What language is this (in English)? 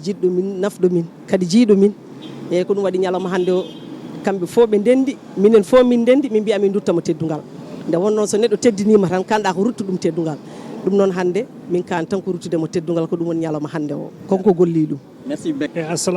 Fula